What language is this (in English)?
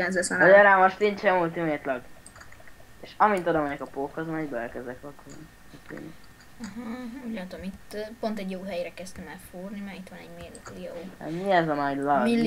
Hungarian